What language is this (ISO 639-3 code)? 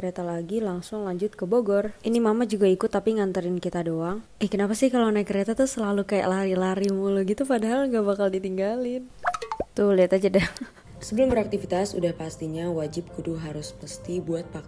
ind